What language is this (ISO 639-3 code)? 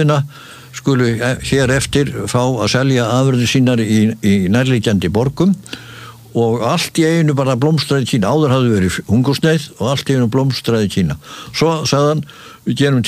isl